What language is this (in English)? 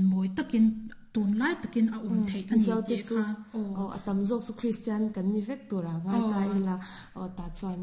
Mizo